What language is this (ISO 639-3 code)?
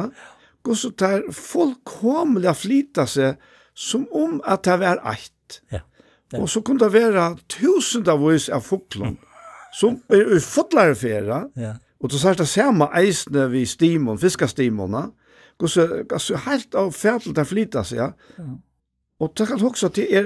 fao